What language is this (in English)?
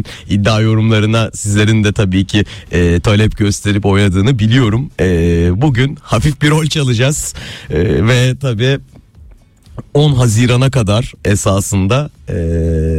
Turkish